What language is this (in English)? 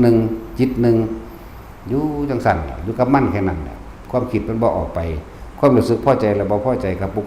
Northeastern Thai